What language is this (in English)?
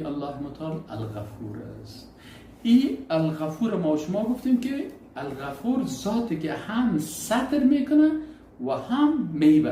Persian